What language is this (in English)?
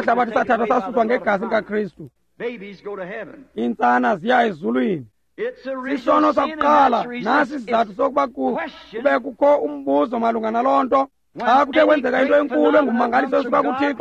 Xhosa